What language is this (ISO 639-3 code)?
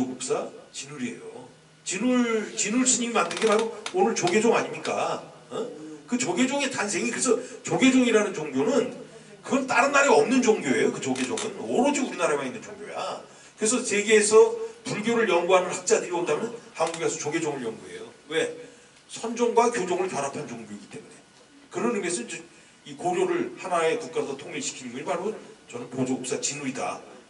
kor